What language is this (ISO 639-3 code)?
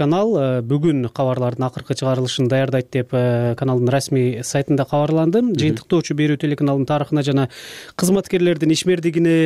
kir